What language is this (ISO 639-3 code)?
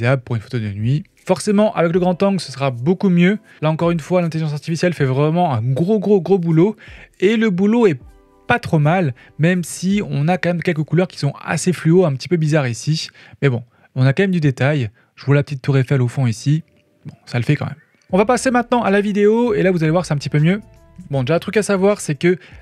fra